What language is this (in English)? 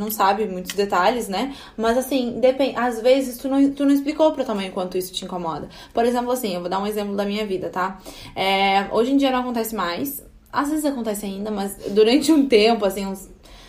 Portuguese